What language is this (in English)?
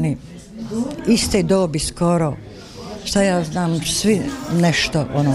Bosnian